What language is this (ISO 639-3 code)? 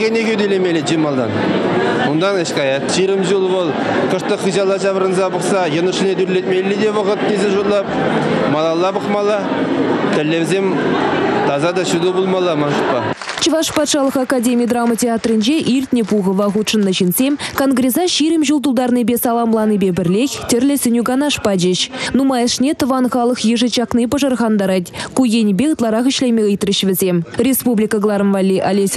chv